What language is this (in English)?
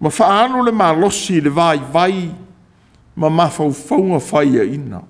Samoan